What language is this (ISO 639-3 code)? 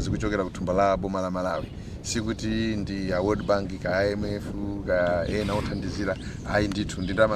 nya